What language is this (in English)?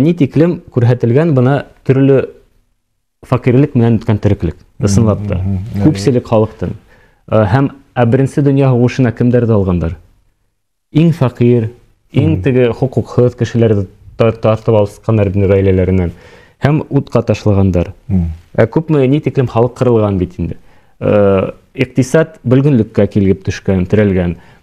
Bashkir